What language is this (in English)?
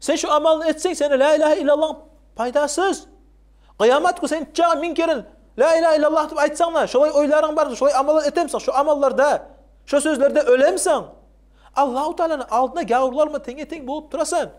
Kumyk